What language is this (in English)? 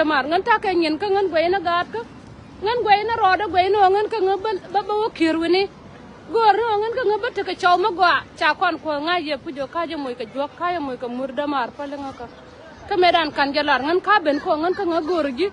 Nuer